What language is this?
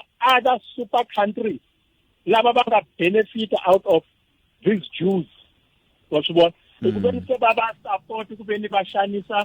Tsonga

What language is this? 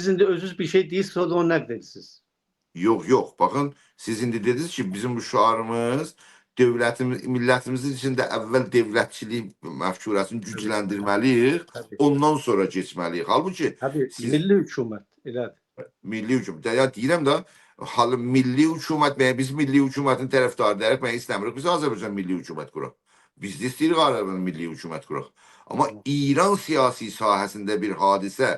South Azerbaijani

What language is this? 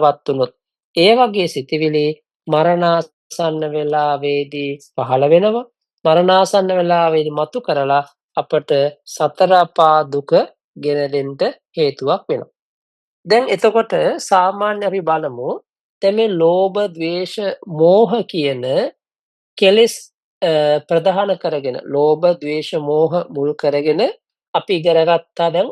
Sinhala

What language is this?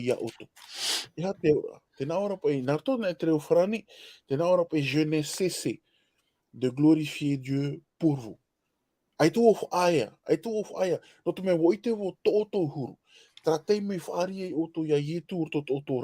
Tahitian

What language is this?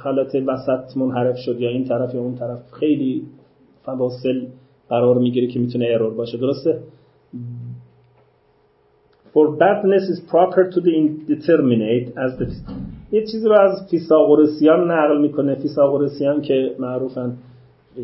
Persian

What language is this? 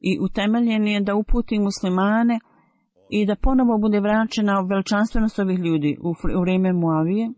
Bosnian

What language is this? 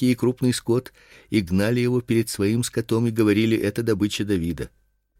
Russian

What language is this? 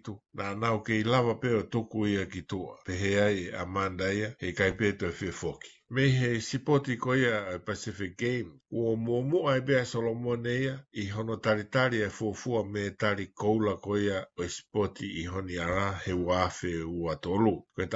Tongan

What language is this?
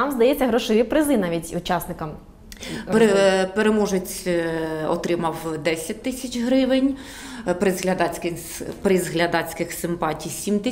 Ukrainian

